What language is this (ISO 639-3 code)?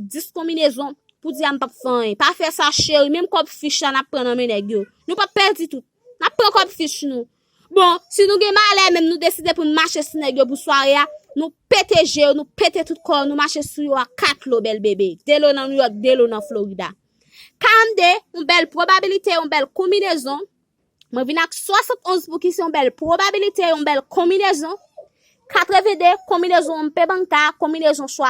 hat